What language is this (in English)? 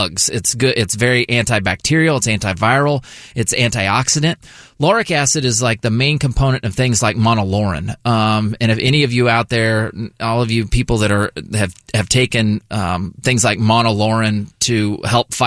English